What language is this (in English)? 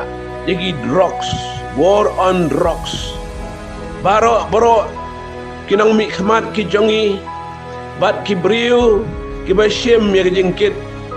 Khasi